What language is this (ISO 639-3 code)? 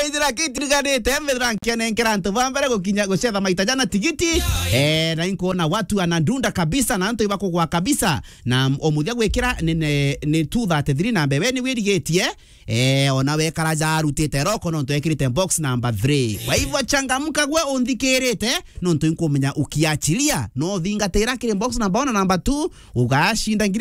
mer